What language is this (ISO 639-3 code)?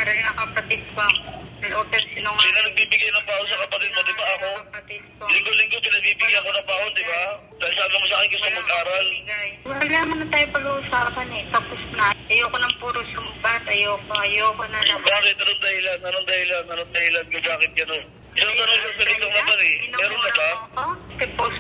fil